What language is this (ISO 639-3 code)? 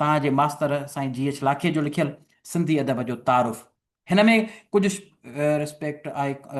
snd